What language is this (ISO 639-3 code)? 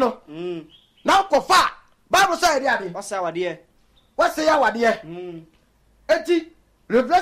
aka